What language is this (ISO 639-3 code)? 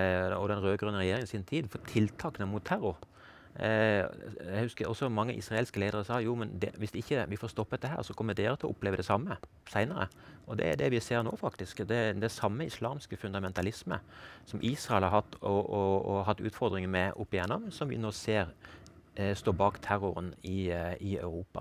nor